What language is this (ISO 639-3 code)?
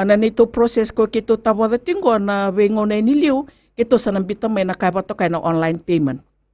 fij